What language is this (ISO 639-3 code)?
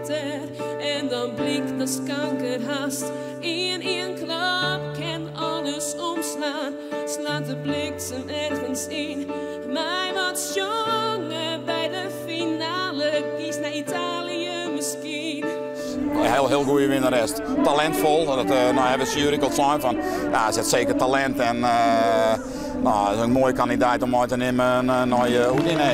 fry